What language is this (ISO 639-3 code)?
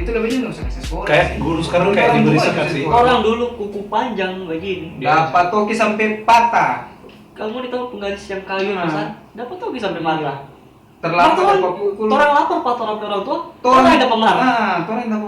xmm